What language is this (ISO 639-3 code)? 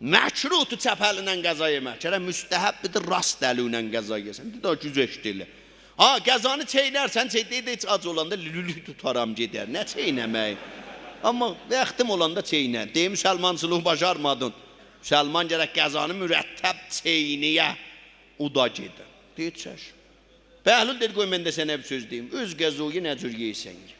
azb